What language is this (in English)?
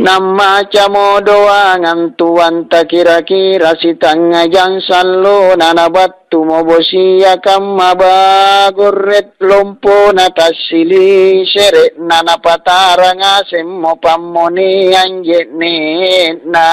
Makasar